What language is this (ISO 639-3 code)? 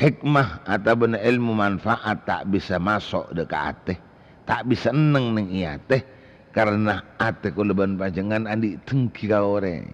mad